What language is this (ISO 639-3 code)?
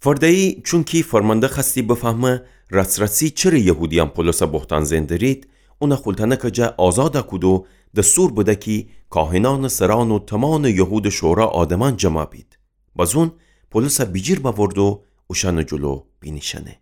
glk